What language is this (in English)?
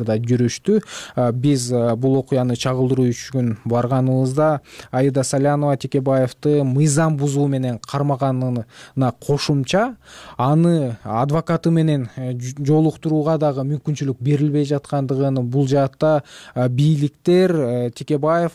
Kyrgyz